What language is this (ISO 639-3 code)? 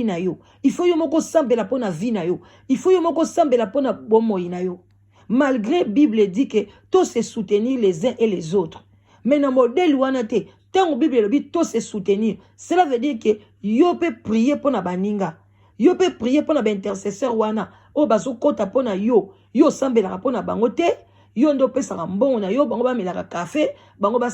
lin